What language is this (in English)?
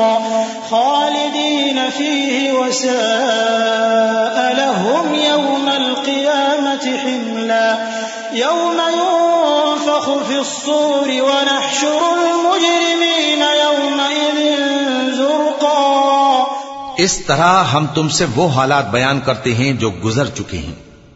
Urdu